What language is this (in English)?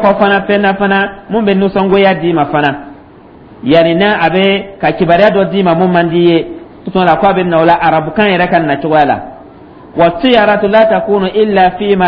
Dyula